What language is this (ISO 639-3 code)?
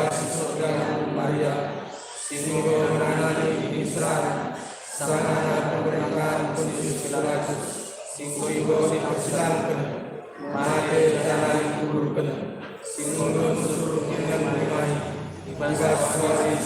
btx